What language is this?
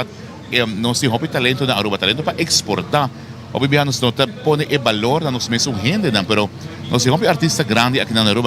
Papiamento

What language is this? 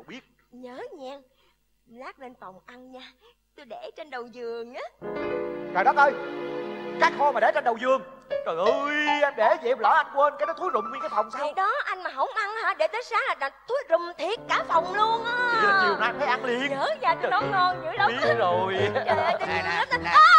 Vietnamese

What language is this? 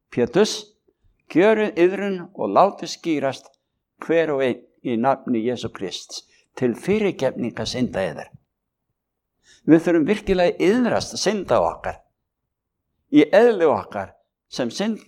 Icelandic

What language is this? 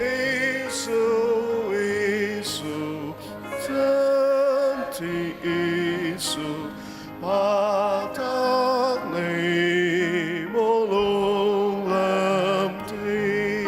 Ao Naga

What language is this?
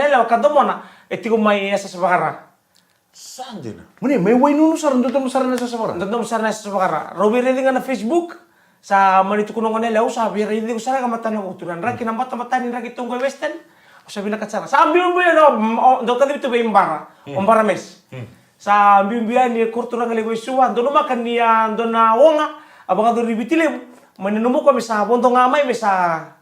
Fijian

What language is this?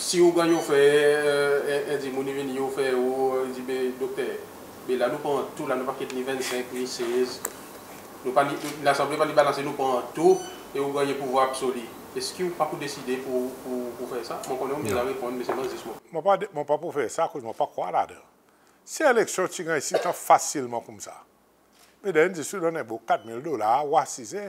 Seselwa Creole French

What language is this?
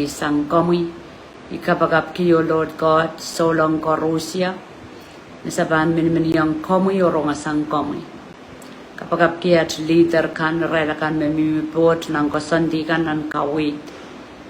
Pohnpeian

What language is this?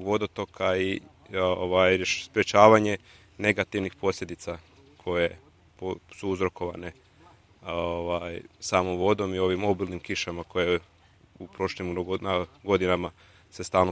Serbian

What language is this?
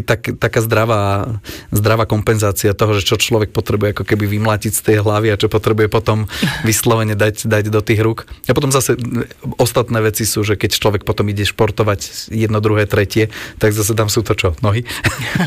Slovak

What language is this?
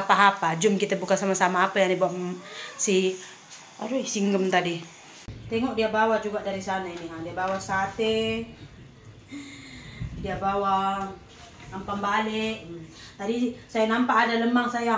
Malay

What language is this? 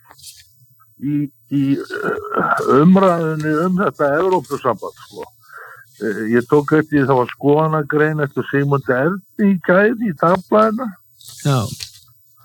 Icelandic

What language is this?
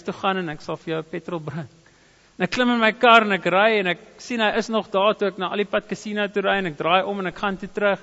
Afrikaans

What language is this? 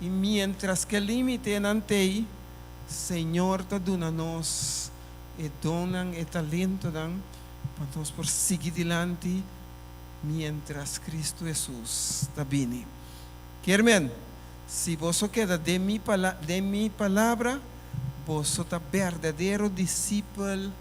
Papiamento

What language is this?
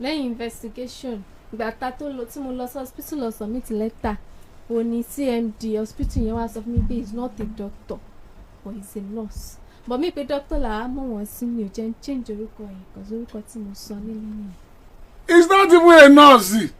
Yoruba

